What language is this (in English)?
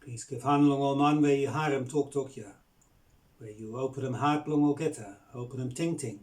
Bislama